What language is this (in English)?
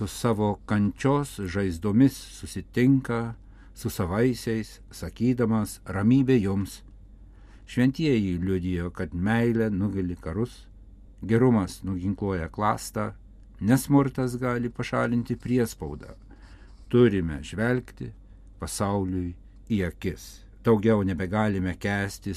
Lithuanian